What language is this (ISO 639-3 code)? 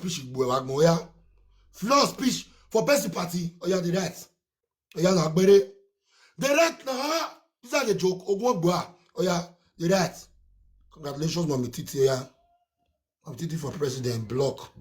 pcm